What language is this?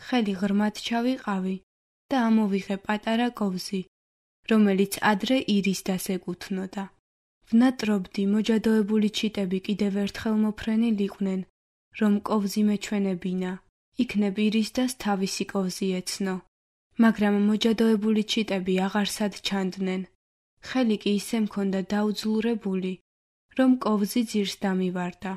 Georgian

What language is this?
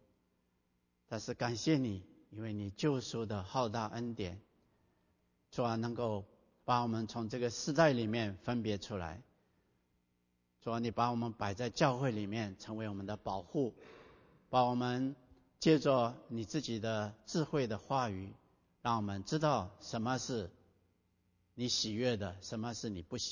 Chinese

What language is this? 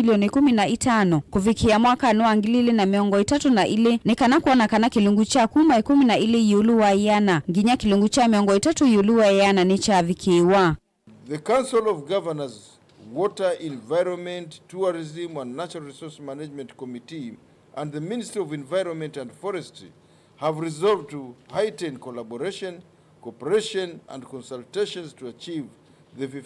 Kamba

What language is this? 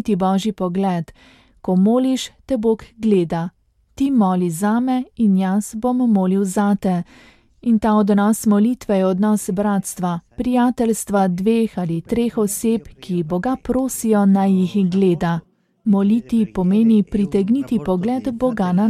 Slovenian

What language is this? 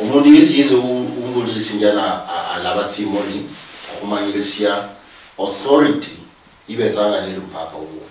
Luyia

